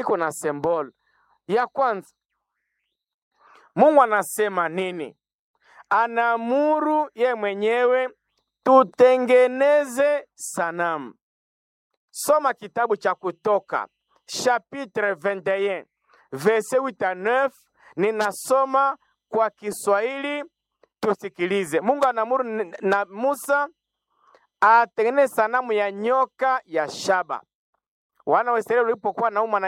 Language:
Swahili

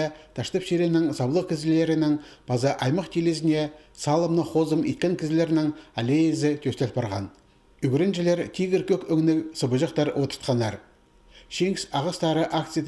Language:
Khakas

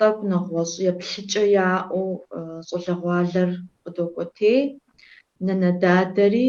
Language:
Kabardian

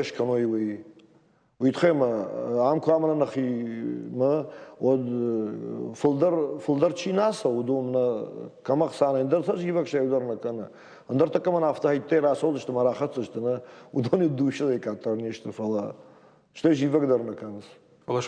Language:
Ossetic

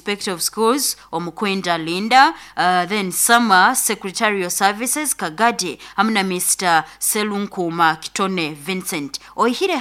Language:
Nyoro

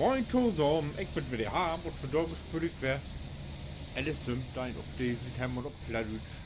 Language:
Low German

